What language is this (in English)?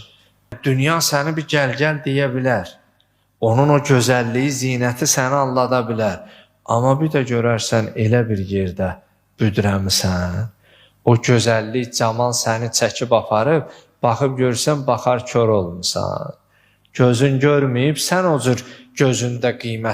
Azerbaijani